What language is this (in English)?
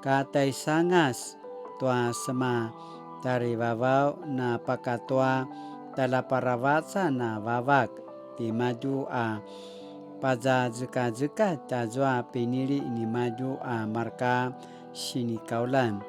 Paiwan